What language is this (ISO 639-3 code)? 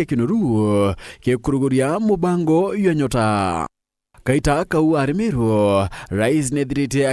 mer